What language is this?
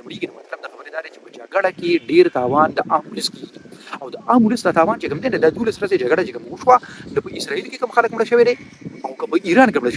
Pashto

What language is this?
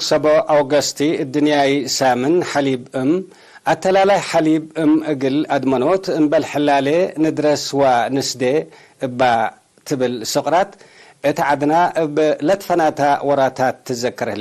Tigre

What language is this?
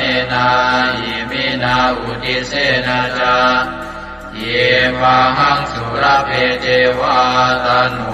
Pali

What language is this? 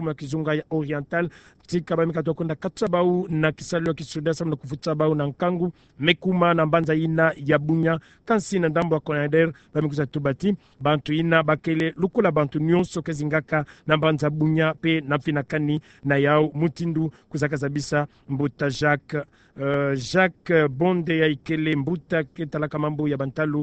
Kituba (Democratic Republic of Congo)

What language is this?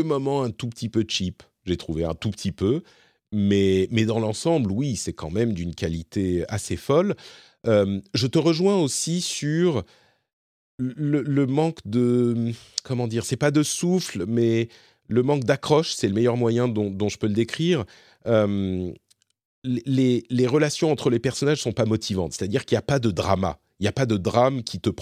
French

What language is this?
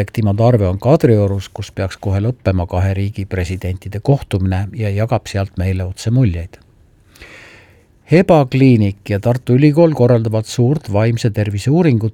Estonian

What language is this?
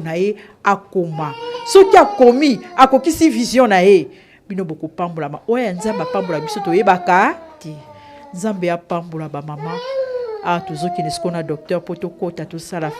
Lingala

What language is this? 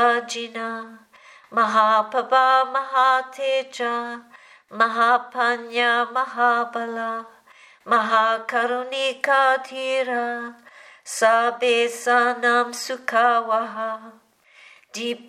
Pali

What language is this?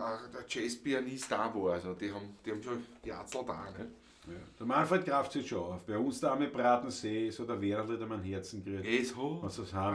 Bavarian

